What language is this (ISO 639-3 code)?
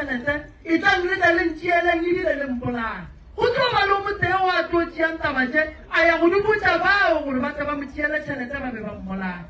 nso